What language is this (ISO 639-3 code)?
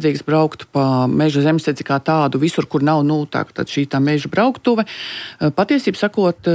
lav